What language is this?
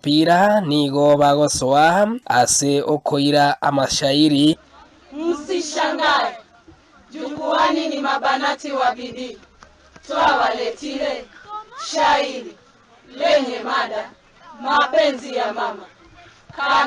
Gusii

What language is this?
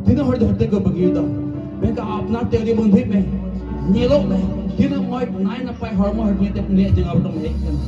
Santali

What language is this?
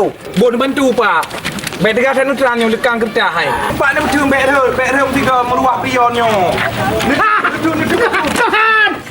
Achinese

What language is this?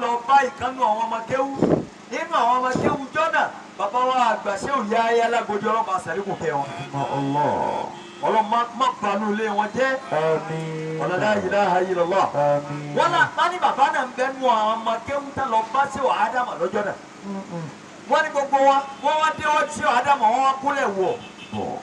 Yoruba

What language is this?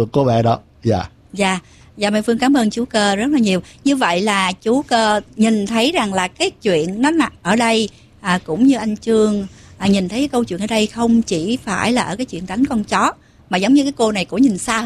Vietnamese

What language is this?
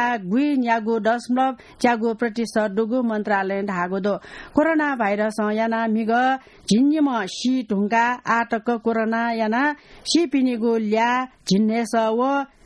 Newari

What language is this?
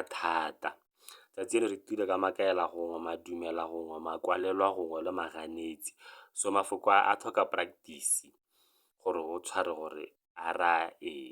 Tswana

